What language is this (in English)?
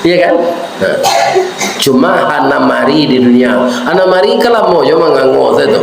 Minangkabau